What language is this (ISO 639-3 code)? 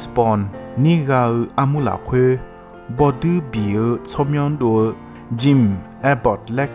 ahk